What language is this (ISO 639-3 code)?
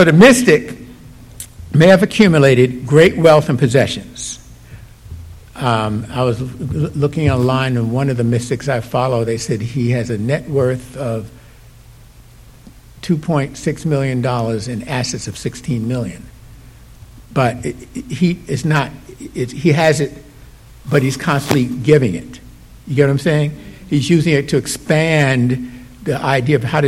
eng